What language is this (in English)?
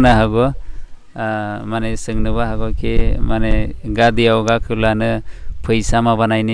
Bodo